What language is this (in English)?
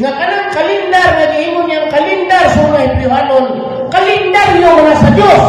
Cebuano